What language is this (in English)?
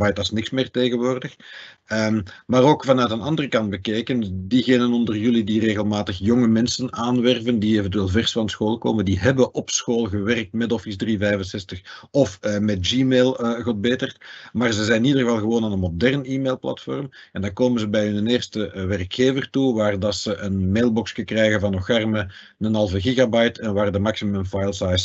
Dutch